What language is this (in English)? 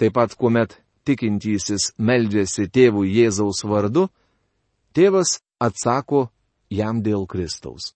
Lithuanian